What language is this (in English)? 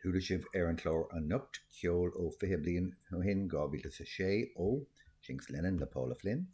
Irish